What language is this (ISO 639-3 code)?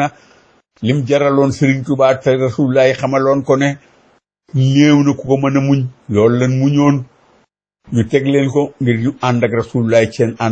wol